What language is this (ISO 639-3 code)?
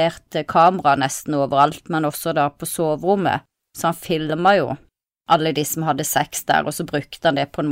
nor